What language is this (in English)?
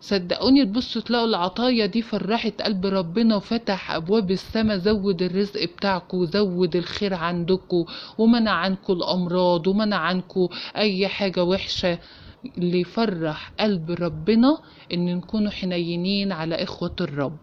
Egyptian Arabic